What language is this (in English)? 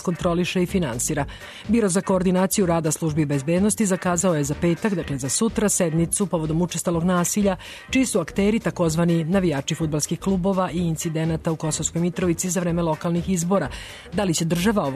Serbian